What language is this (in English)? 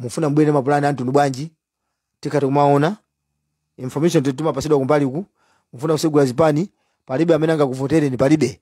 Nyanja